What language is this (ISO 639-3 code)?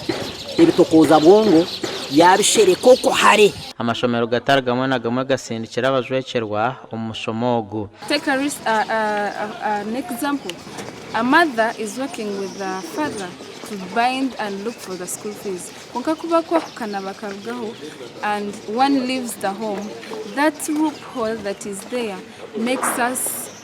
nyn